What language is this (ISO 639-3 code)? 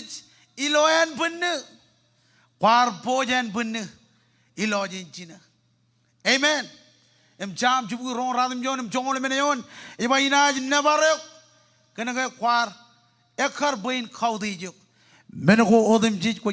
mah